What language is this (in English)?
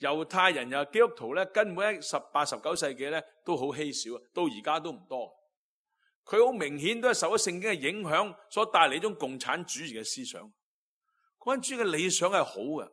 Cantonese